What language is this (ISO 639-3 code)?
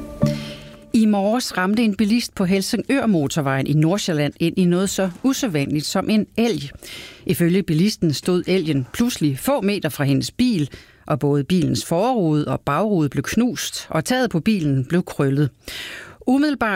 dan